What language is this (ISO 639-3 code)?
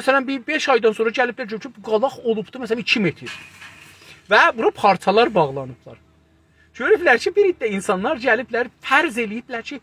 azb